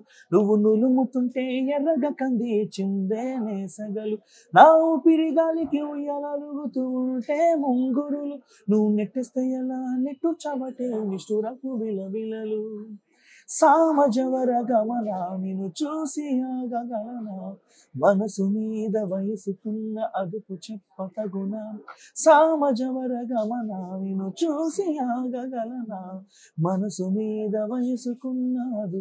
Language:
Telugu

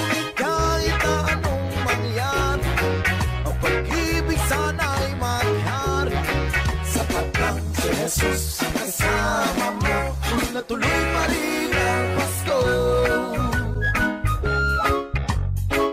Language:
Filipino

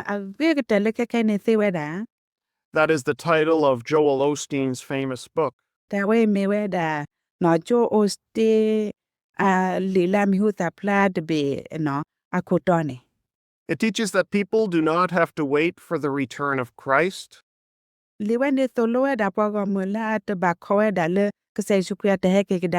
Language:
S'gaw Karen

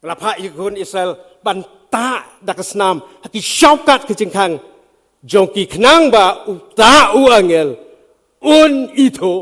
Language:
Khasi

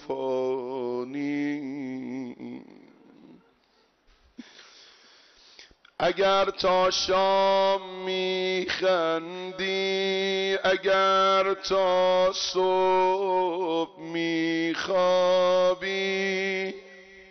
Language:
Persian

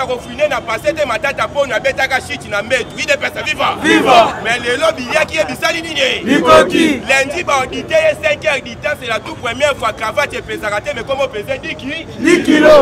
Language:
Lingala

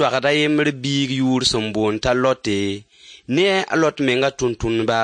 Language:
Mossi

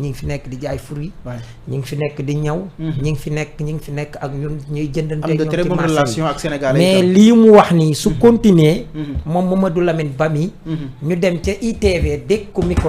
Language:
Wolof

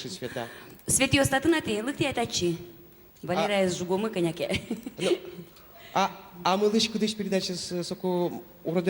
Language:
Udmurt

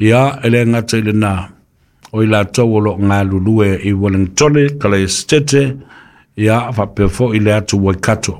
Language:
Samoan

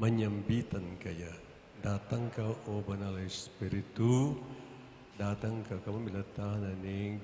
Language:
Pampanga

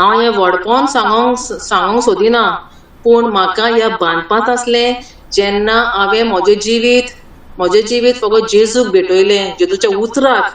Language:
Konkani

